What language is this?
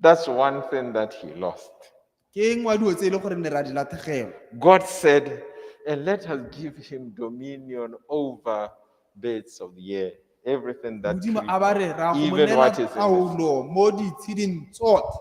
Tswana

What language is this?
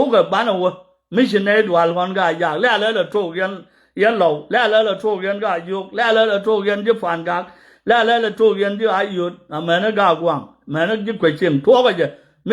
Nuer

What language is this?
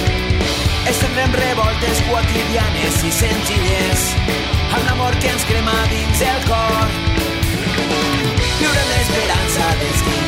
Catalan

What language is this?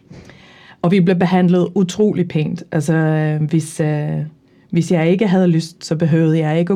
Danish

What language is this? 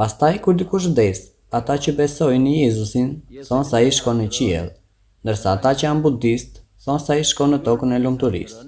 Albanian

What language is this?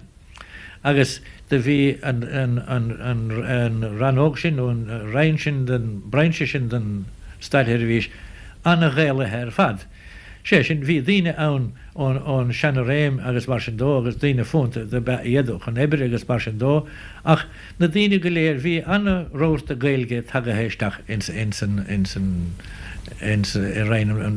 Irish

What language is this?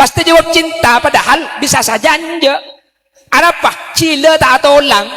Madurese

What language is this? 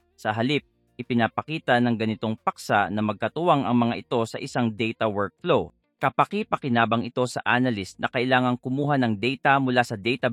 Filipino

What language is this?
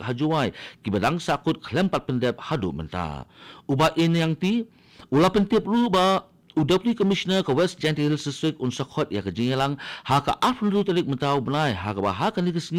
Khasi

